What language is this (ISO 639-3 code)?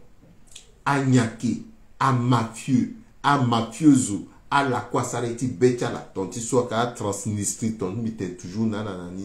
sag